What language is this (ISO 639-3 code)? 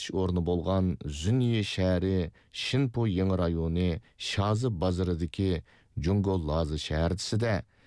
uig